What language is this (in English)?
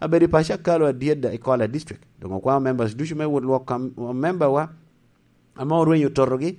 Lango (Uganda)